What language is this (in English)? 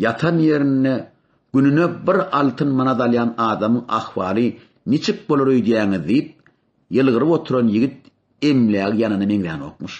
Turkmen